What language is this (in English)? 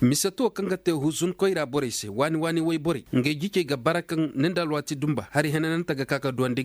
Koyraboro Senni